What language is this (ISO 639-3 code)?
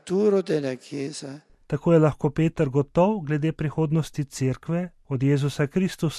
slv